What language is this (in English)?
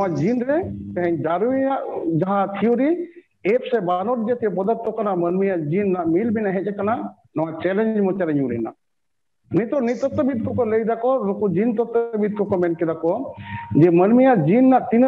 Santali